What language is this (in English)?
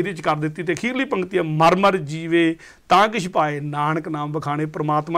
Punjabi